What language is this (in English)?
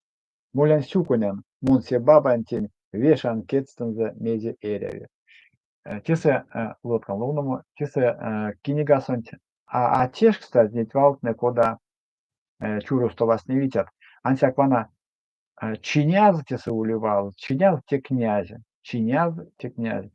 Erzya